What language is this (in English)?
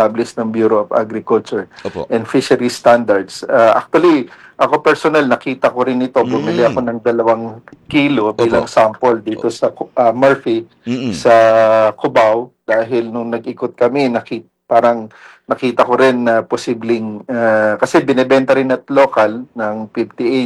Filipino